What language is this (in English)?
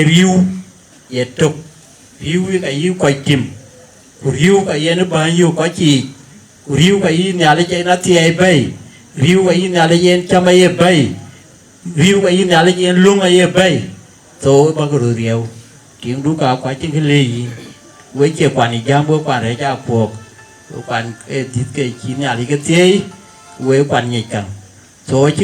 Dinka